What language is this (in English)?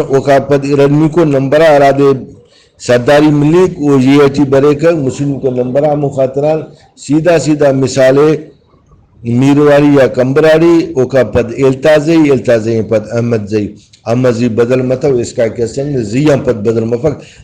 Brahui